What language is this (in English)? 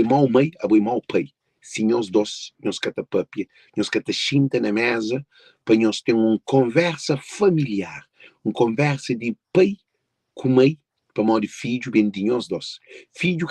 Kabuverdianu